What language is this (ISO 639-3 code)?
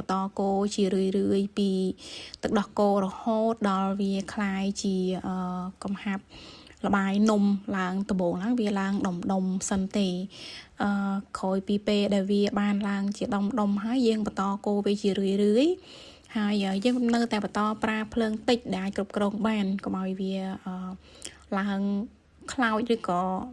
khm